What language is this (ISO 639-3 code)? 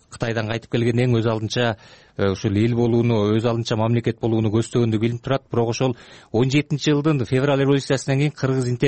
kir